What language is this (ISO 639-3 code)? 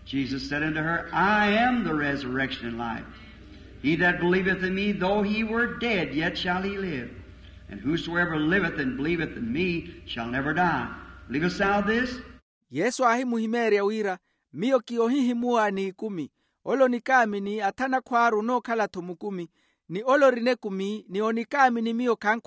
vmw